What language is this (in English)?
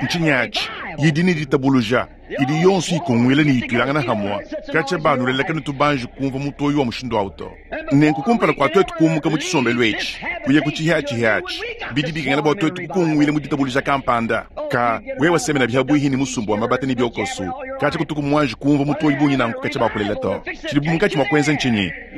Luba-Lulua